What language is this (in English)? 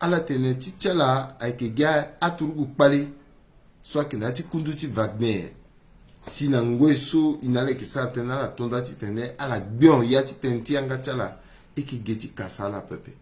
Sango